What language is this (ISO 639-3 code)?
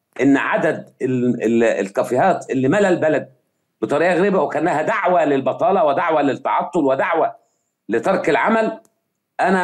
arz